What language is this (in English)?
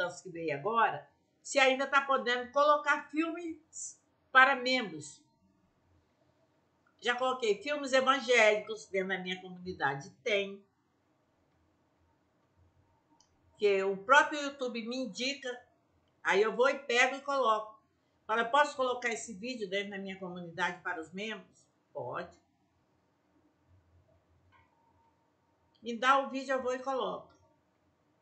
Portuguese